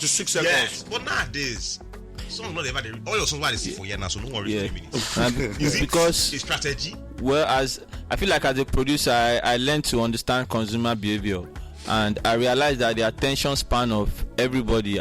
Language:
Nigerian Pidgin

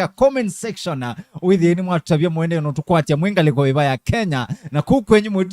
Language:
Kamba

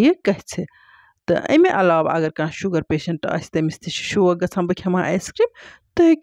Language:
Kashmiri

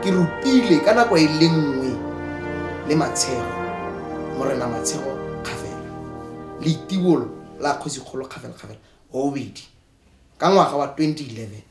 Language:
Tswana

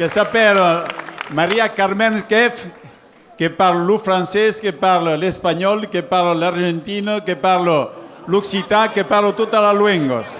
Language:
Occitan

